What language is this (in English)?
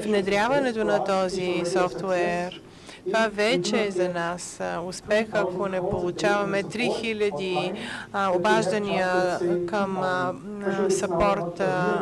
Bulgarian